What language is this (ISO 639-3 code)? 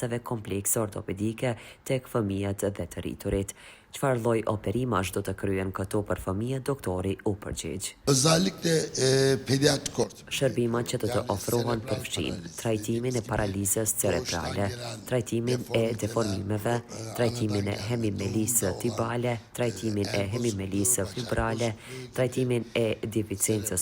sqi